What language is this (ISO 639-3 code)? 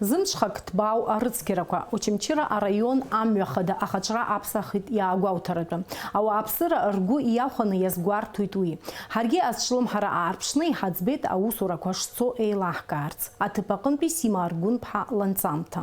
abk